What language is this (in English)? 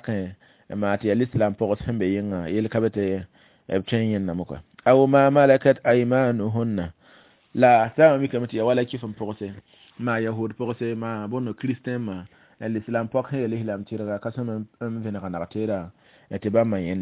Mossi